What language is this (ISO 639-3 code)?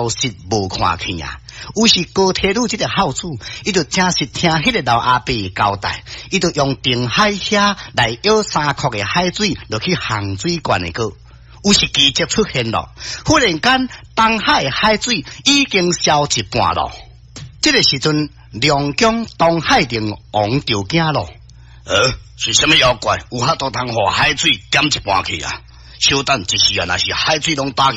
nan